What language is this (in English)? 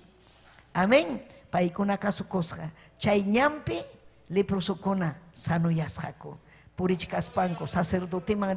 Ayacucho Quechua